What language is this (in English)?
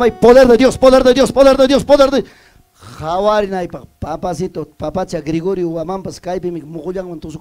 Ayacucho Quechua